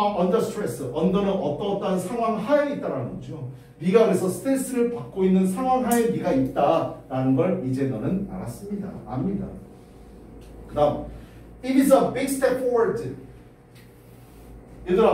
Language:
Korean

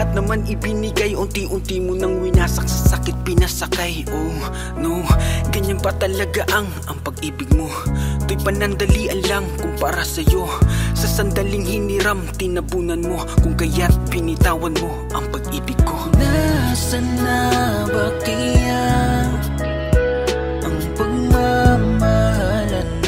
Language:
Filipino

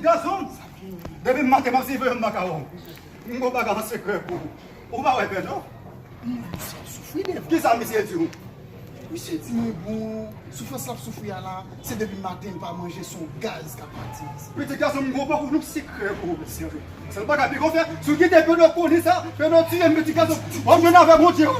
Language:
Haitian Creole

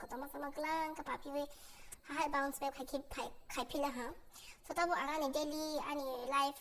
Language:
Kok Borok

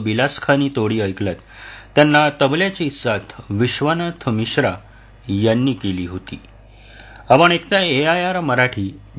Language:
Marathi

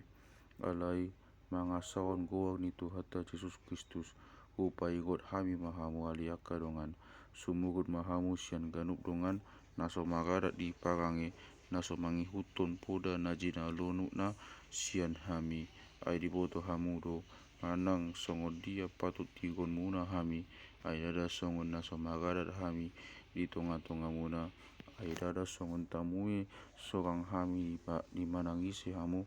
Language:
Batak Toba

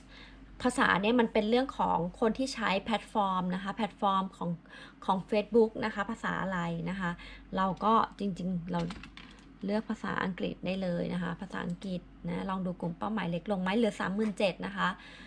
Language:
Thai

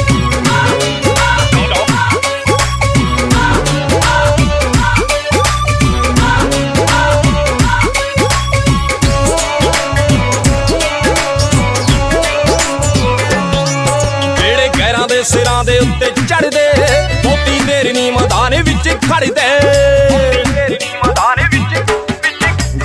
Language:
Punjabi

